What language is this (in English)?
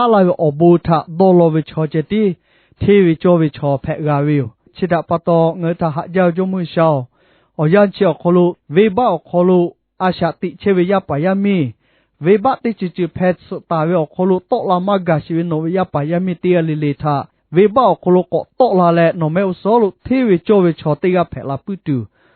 Lahu